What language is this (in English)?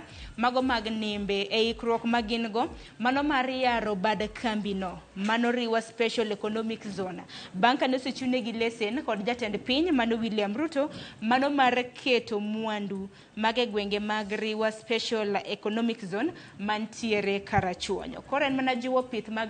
Luo (Kenya and Tanzania)